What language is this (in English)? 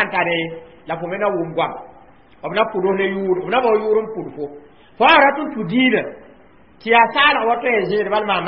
Mossi